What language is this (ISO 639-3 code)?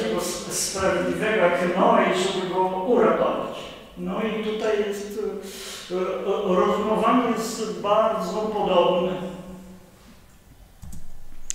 pol